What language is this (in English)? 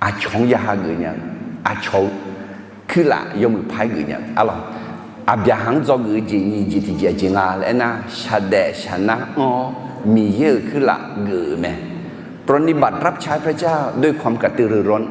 Akha